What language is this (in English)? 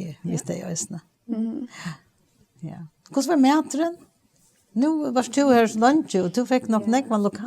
Faroese